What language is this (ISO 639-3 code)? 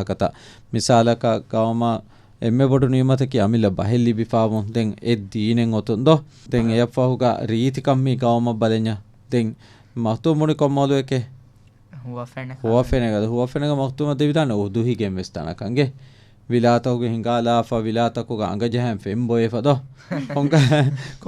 div